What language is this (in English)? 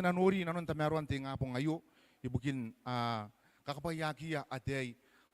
Gilbertese